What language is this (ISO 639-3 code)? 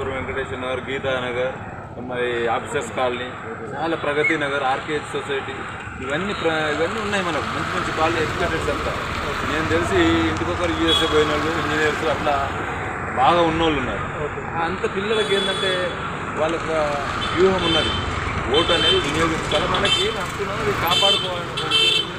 tel